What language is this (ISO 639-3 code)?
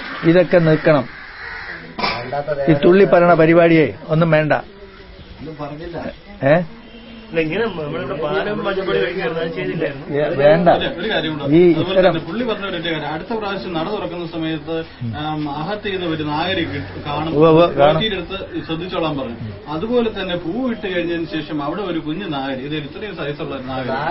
mal